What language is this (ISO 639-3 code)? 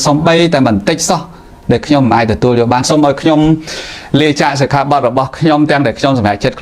khm